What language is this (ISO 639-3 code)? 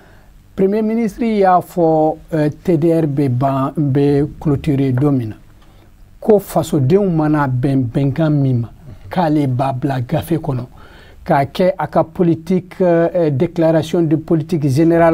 bam